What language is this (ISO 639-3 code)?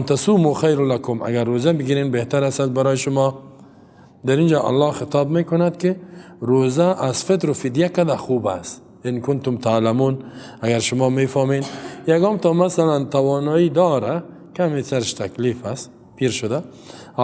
fas